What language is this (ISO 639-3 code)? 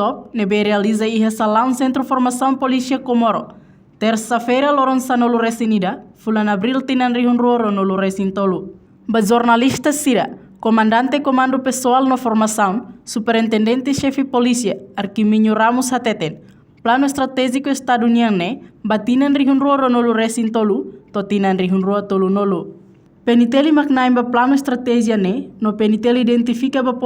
tet